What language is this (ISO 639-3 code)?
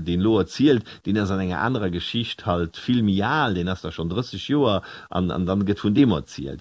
ltz